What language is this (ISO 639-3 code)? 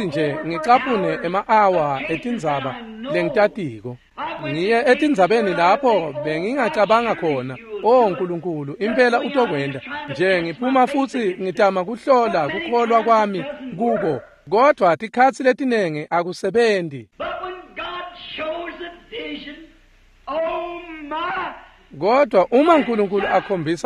ssw